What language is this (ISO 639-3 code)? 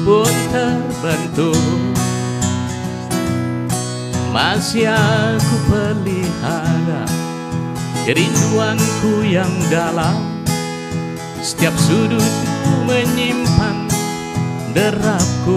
ind